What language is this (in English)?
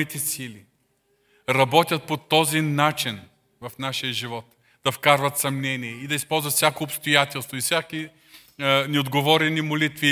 Bulgarian